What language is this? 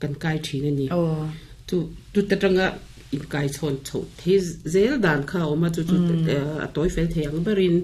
Mizo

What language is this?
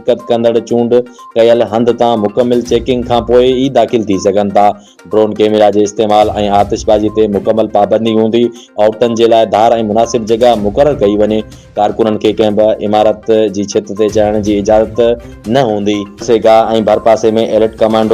Sindhi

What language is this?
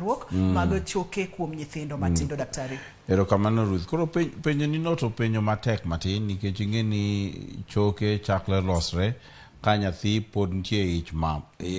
Luo (Kenya and Tanzania)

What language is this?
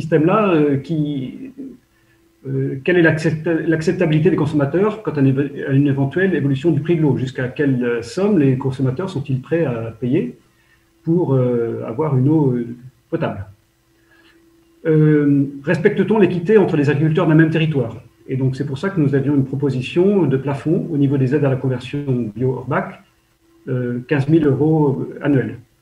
French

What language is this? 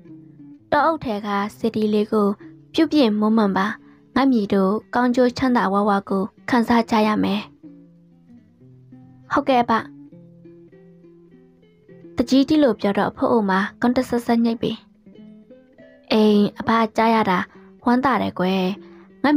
Burmese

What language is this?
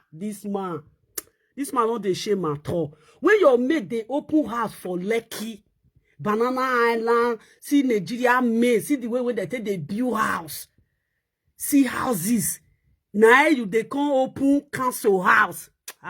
Nigerian Pidgin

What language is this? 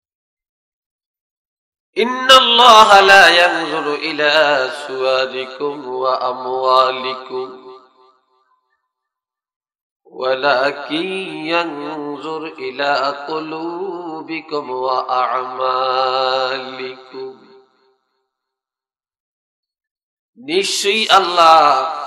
Bangla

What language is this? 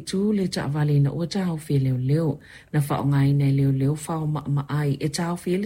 Samoan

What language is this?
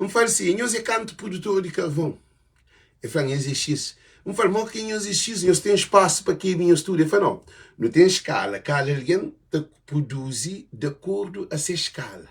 Kabuverdianu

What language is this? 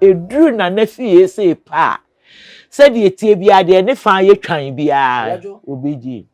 Akan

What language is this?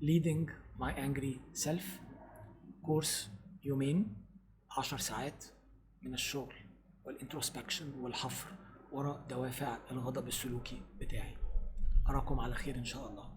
Egyptian Arabic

